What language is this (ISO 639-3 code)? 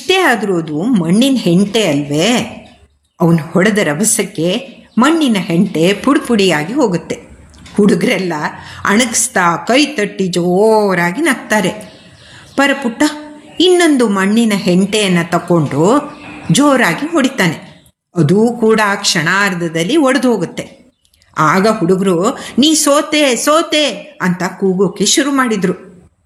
kan